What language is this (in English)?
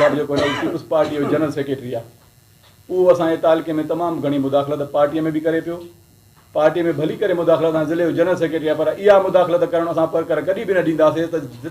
Sindhi